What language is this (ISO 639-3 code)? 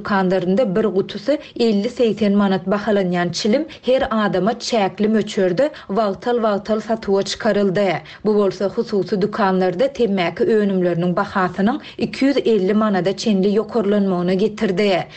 tuk